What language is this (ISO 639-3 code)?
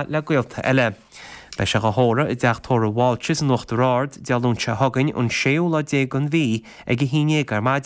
gle